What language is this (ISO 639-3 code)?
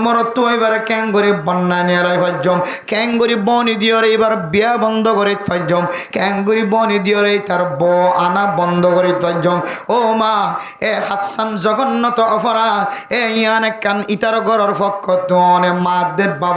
rhg